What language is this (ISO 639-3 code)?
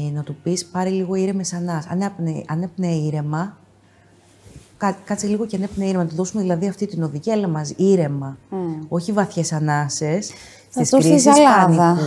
ell